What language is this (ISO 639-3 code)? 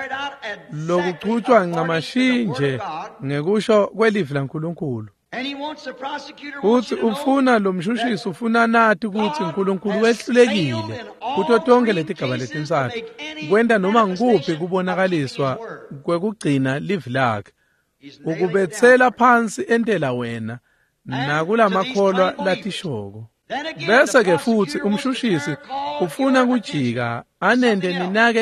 ssw